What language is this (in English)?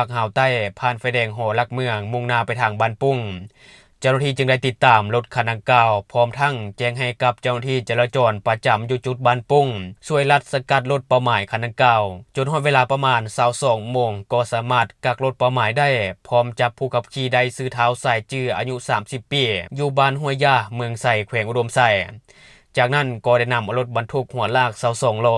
Lao